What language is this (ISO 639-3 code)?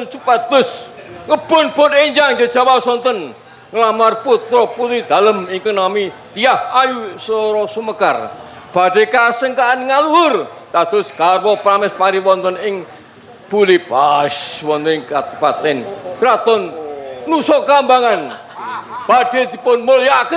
jav